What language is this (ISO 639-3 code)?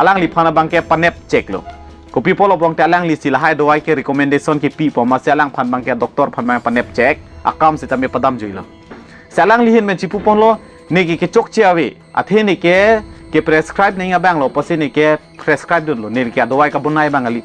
mjw